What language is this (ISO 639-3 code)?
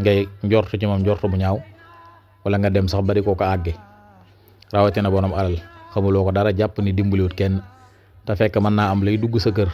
wol